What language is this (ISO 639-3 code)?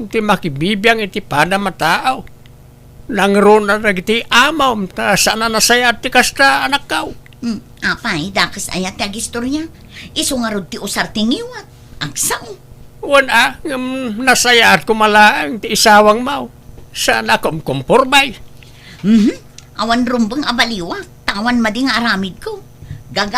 ilo